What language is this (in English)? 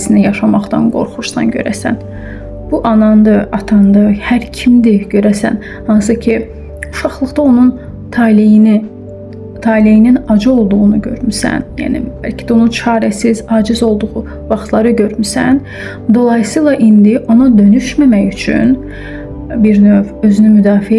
Azerbaijani